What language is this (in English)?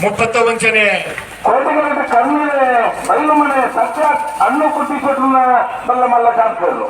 Tulu